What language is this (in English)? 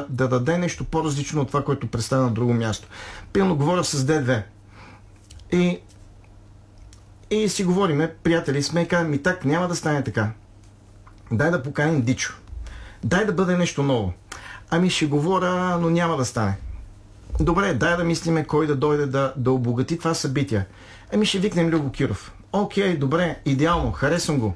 Bulgarian